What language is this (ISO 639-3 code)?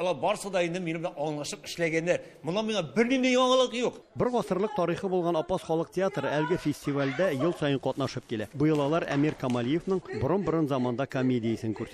tat